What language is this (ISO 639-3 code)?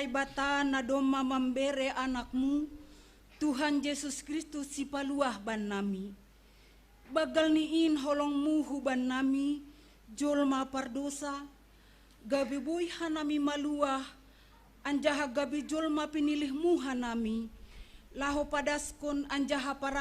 bts